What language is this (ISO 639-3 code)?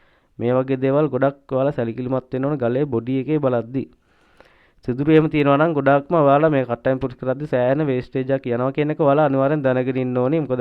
sin